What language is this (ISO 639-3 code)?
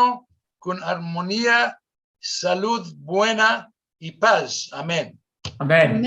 lad